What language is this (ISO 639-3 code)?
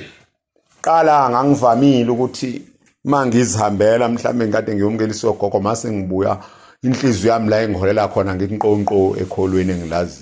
zul